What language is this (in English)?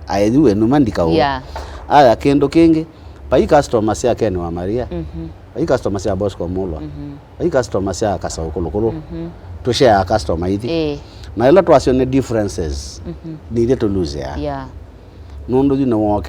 Kamba